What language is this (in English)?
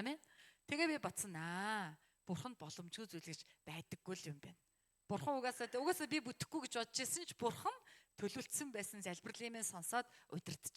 Mongolian